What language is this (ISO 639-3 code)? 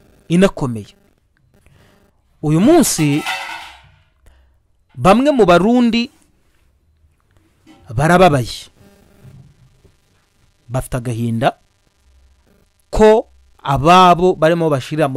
kin